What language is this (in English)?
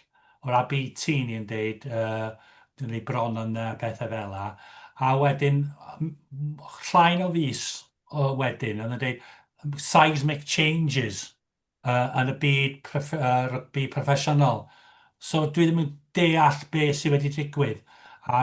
Welsh